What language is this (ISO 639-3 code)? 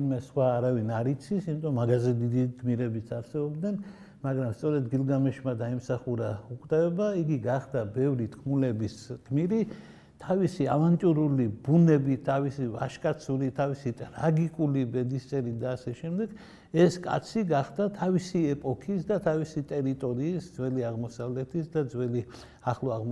kat